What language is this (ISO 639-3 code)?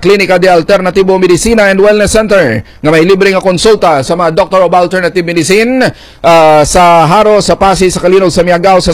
hil